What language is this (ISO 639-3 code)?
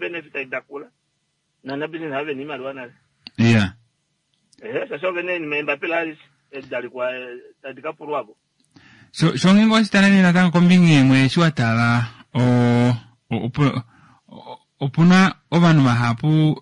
kua